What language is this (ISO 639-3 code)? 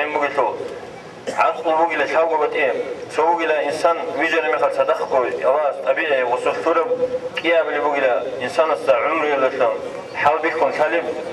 ava